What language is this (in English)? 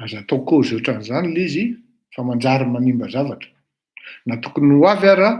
Malagasy